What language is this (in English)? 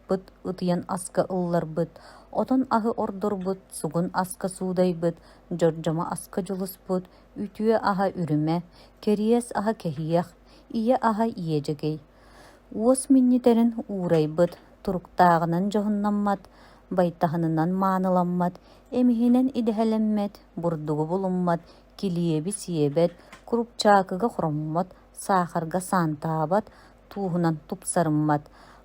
Yakut